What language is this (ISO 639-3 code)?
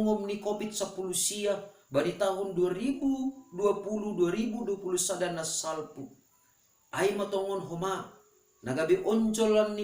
bts